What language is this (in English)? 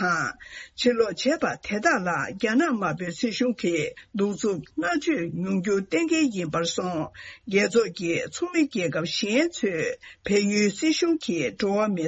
Tibetan